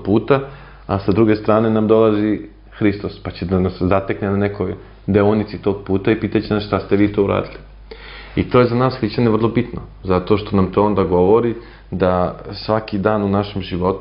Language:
Serbian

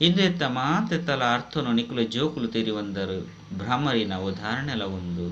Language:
Tulu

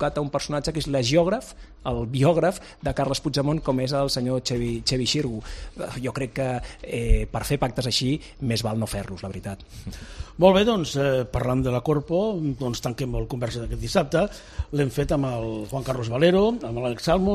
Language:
Catalan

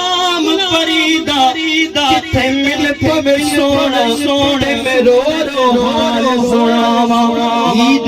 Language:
Pahari-Potwari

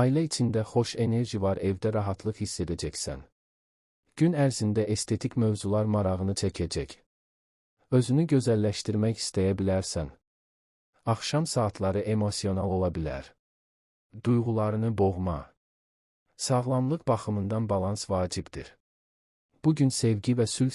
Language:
Azerbaijani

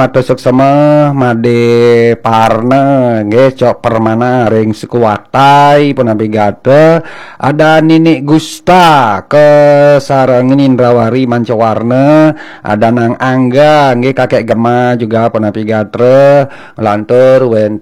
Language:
Balinese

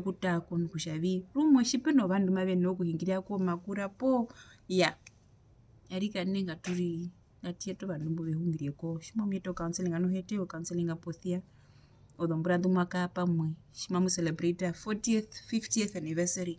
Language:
Herero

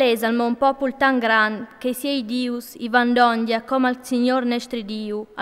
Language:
Friulian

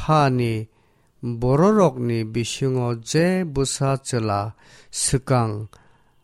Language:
Kok Borok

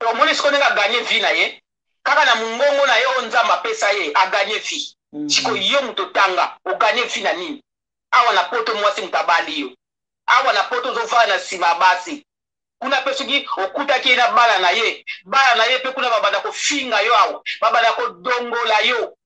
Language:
Lingala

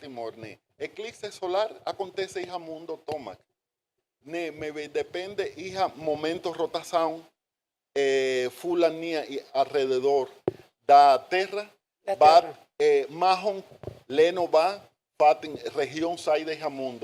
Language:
Tetum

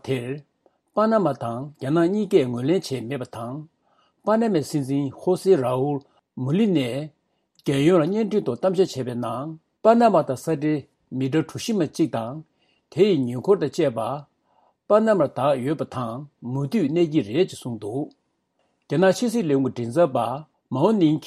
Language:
Tibetan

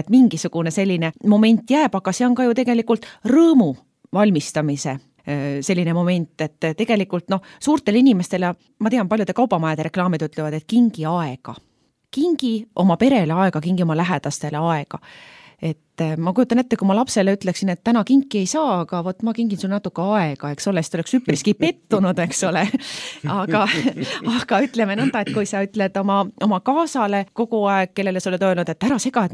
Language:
Estonian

